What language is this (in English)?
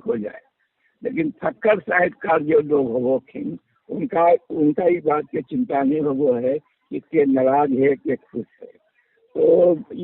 Magahi